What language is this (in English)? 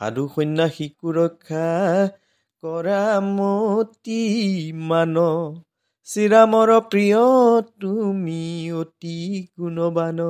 Assamese